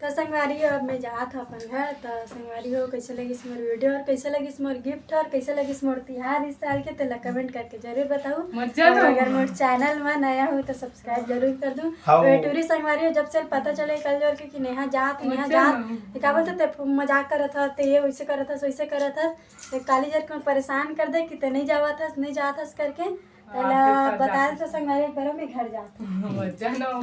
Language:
Chhattisgarhi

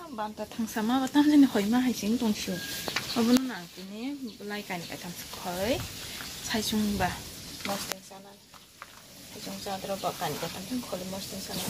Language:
Kok Borok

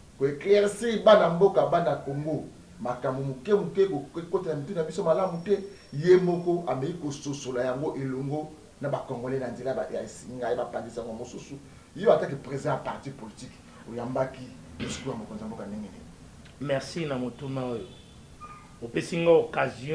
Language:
Lingala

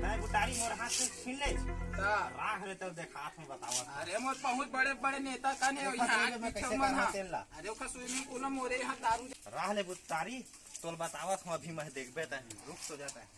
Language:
Chhattisgarhi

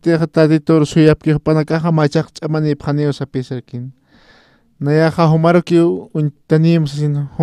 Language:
Aymara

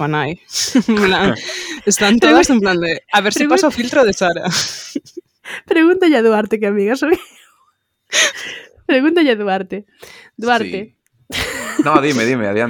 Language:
Galician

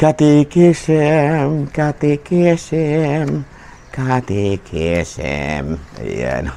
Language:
Cebuano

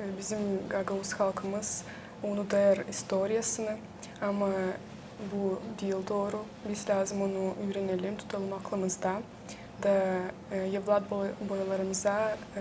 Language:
Gagauz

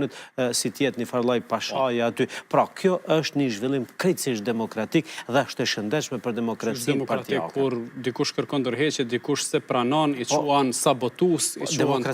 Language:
Albanian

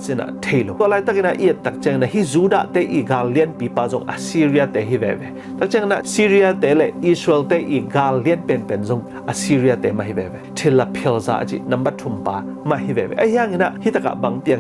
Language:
Tedim Chin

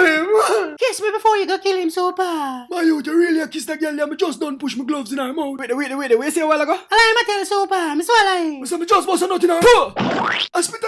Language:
Jamaican Creole English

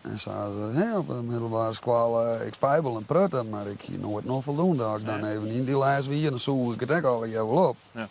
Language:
Western Frisian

